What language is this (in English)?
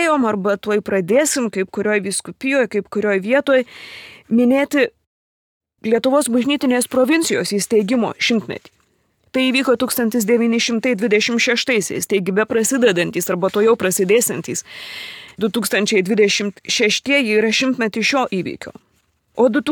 Lithuanian